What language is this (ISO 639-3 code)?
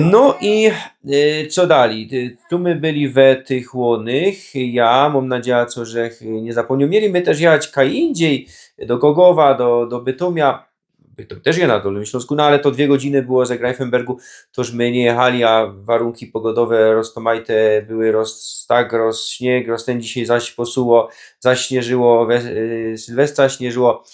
szl